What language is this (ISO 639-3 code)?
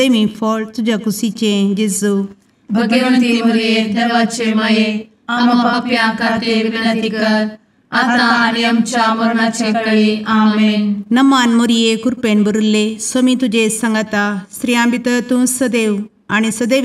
kok